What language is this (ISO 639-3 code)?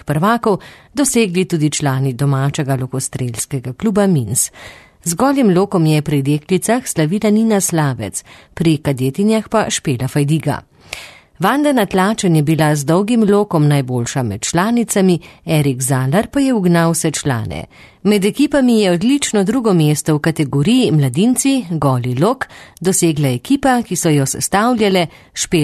slv